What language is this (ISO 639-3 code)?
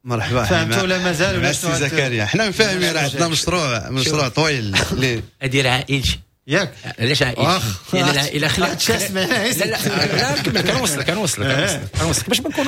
ary